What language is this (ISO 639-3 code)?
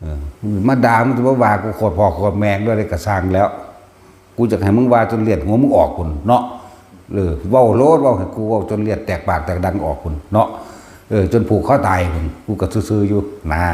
tts